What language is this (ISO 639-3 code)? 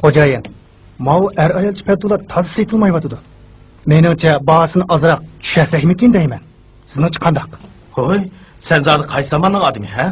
uig